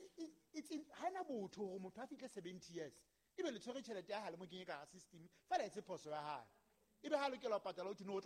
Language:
Southern Sotho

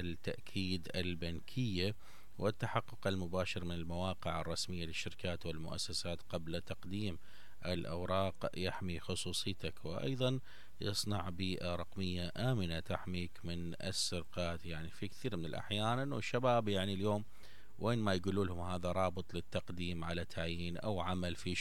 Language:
Mesopotamian Arabic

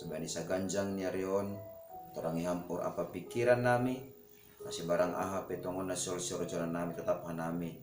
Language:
Batak Simalungun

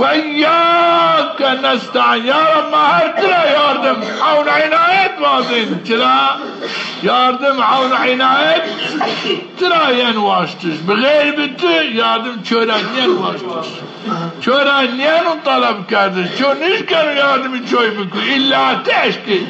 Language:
Zaza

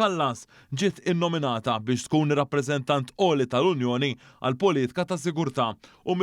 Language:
Maltese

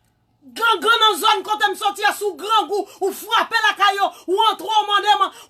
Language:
Haitian Creole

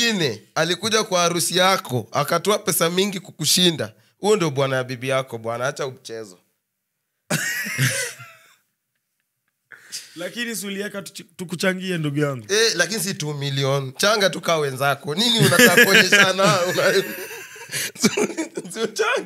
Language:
Swahili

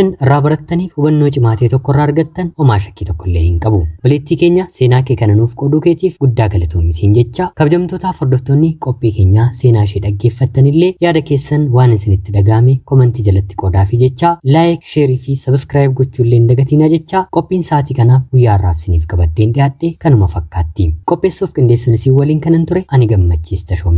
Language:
Oromo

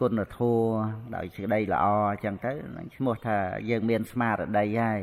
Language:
Khmer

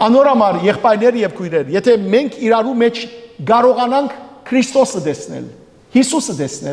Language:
Western Armenian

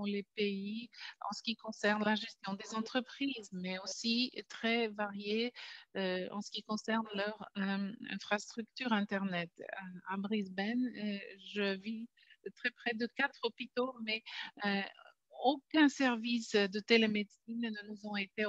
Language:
French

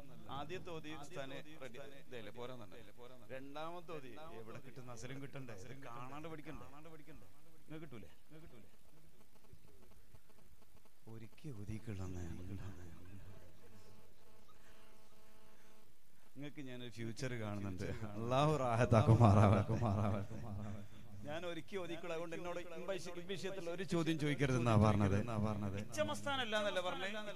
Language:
Malayalam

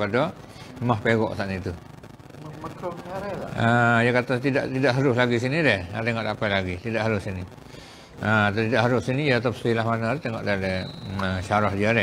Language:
Malay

